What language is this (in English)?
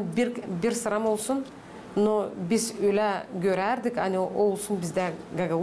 Gagauz